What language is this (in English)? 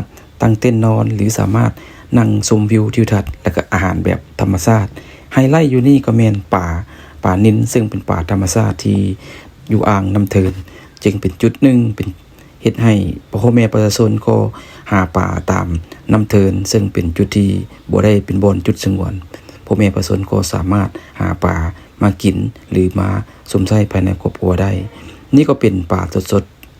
Lao